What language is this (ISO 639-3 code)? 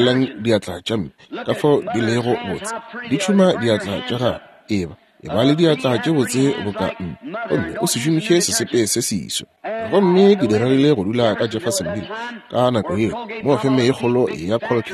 nso